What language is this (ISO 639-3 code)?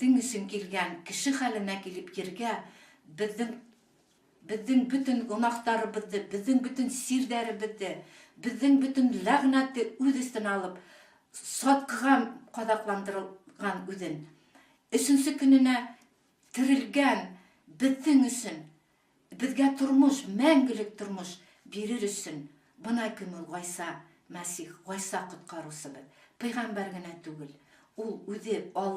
bak